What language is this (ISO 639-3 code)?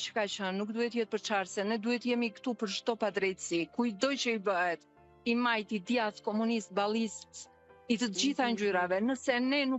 sqi